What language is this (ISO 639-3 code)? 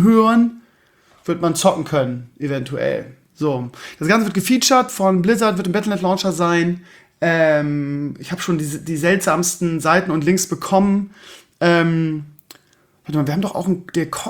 deu